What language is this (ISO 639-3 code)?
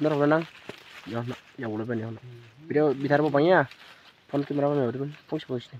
dis